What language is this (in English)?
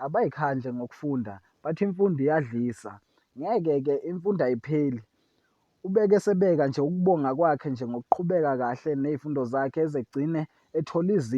Zulu